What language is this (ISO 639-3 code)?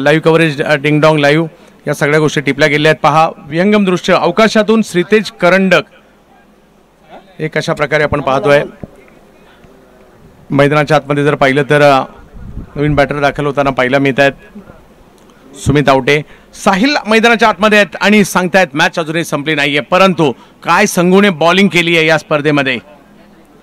mar